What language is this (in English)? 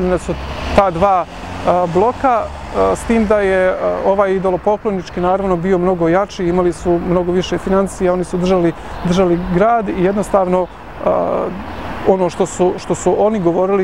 Bosnian